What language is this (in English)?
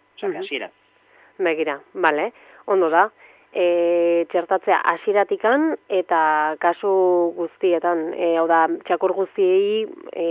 Basque